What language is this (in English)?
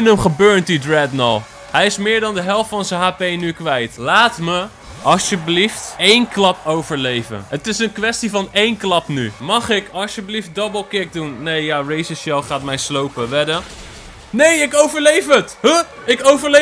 Dutch